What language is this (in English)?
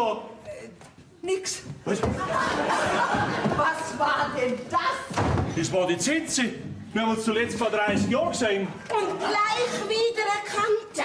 Bavarian